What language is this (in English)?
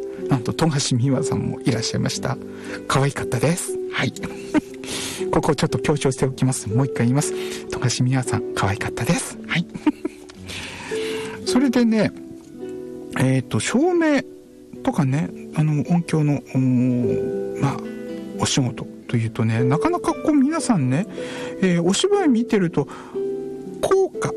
Japanese